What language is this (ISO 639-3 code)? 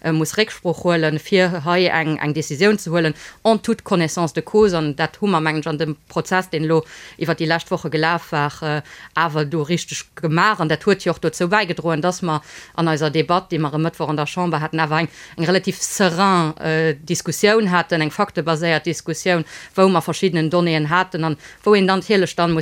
ltz